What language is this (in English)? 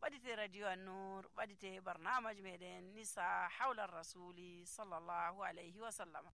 Nigerian Fulfulde